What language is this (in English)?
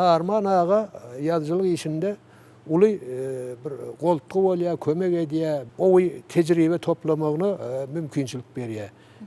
Turkmen